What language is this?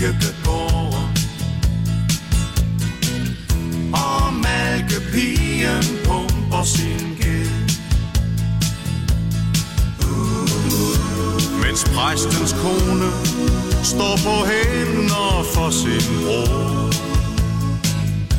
Danish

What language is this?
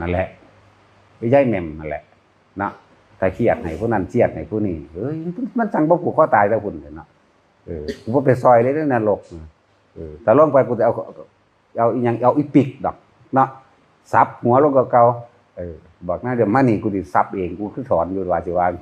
Northeastern Thai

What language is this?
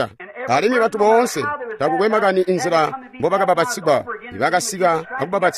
Tonga (Zambia)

